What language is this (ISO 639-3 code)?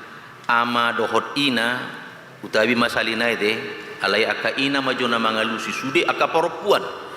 bbc